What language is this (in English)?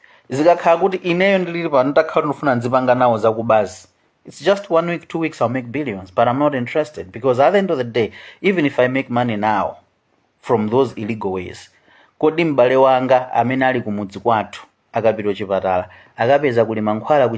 Nyanja